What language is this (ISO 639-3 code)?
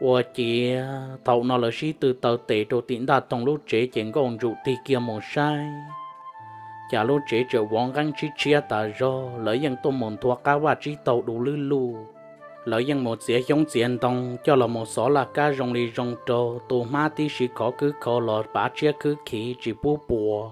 hmn